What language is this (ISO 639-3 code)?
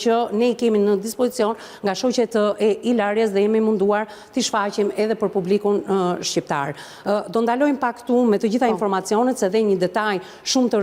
sqi